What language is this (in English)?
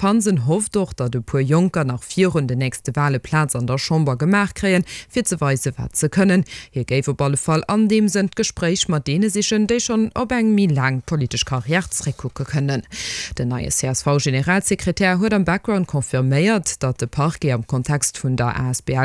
Luxembourgish